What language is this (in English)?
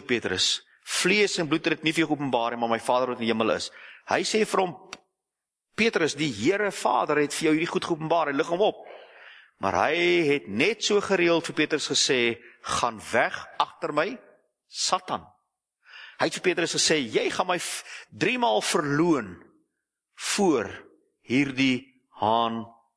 Afrikaans